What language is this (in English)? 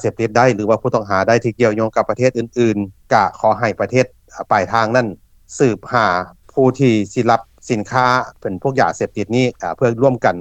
Lao